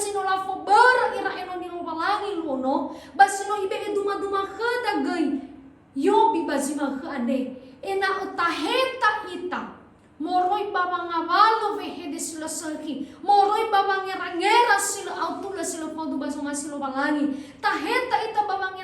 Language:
Nias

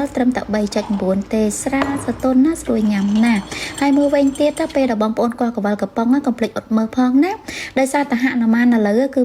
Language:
Khmer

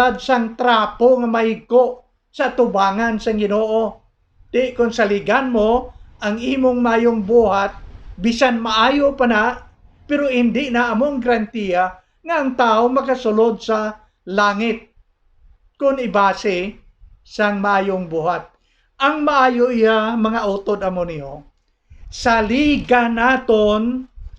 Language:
Hiligaynon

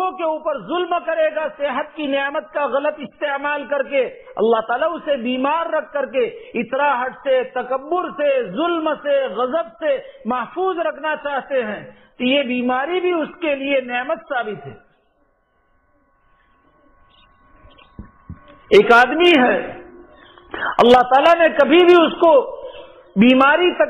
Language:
Urdu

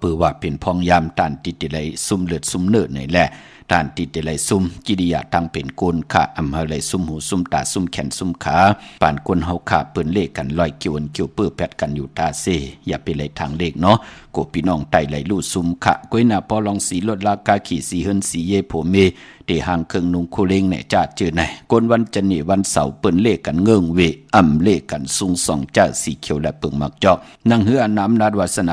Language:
Shan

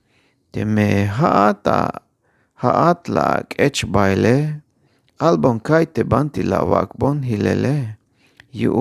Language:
Tzeltal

